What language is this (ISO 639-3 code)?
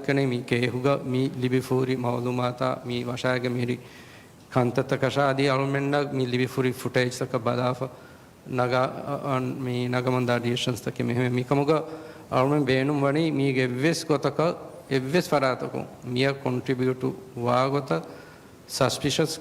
div